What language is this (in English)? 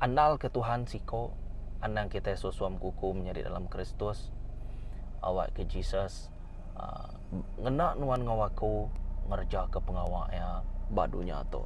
Iban